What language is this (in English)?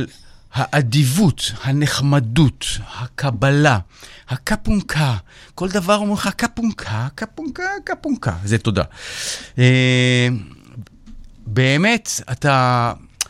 Hebrew